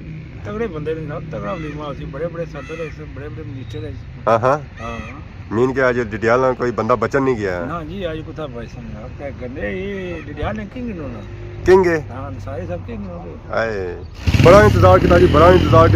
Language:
Pahari-Potwari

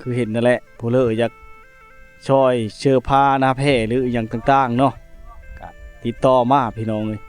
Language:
Lao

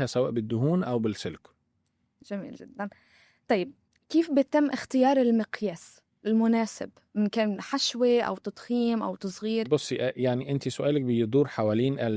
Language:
Egyptian Arabic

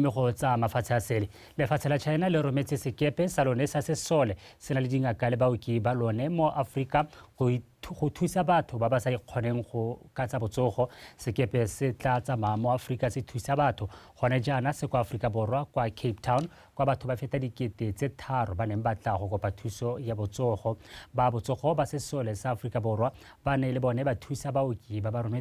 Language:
Tswana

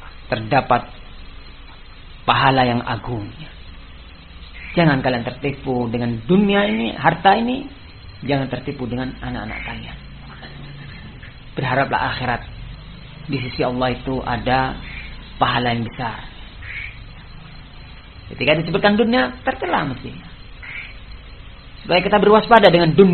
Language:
Indonesian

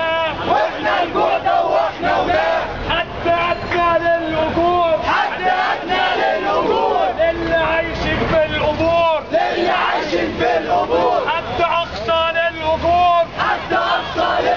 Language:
Egyptian Arabic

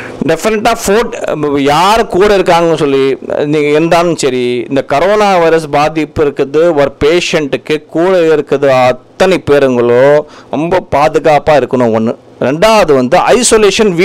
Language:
Tamil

